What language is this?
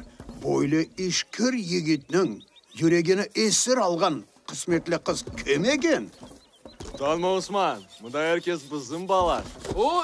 Crimean Tatar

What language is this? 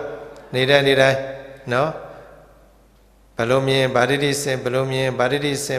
Burmese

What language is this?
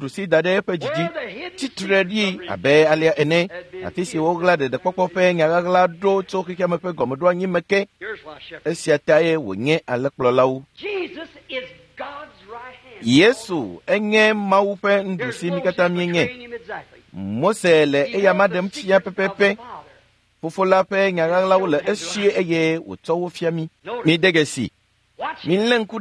Ewe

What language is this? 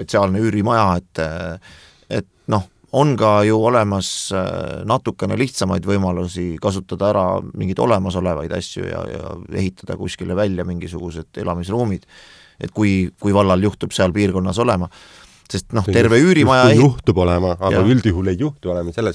Estonian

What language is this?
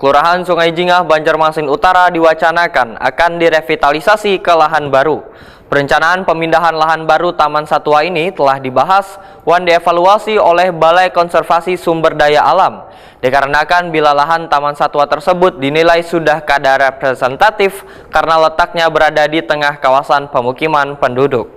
Banjar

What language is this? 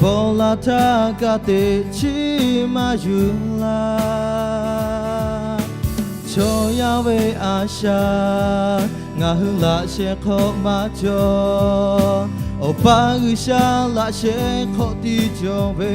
Lahu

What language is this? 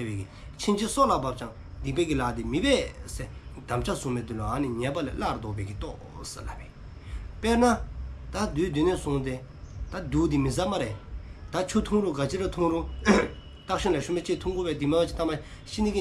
Dzongkha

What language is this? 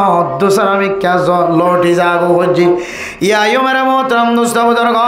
Rohingya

